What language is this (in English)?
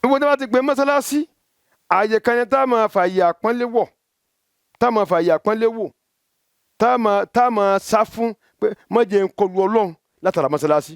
Yoruba